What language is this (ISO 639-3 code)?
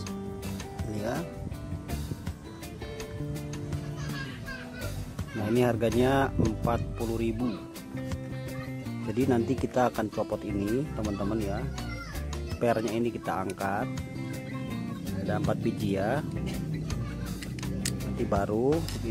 ind